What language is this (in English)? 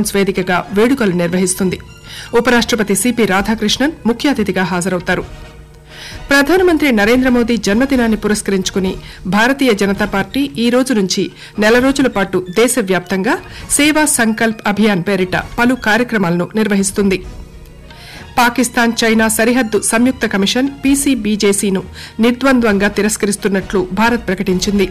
Telugu